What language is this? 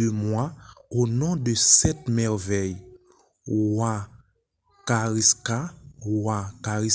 Haitian Creole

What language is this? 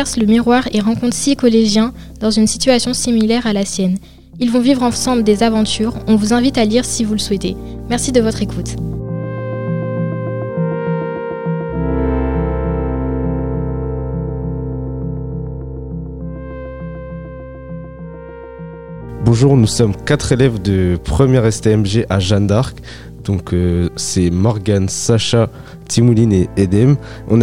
French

